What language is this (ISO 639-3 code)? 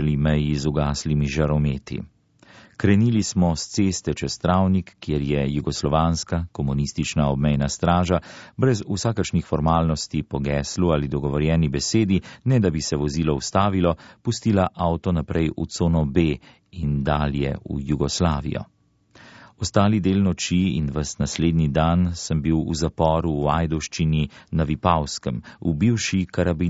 slv